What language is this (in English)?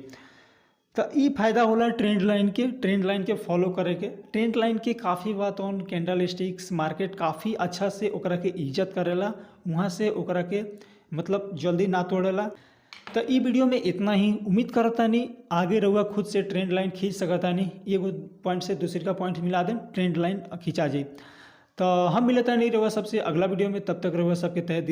Bhojpuri